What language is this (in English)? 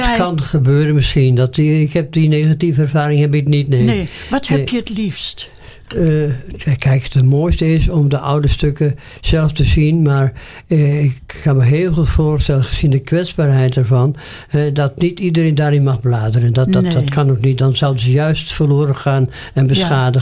Dutch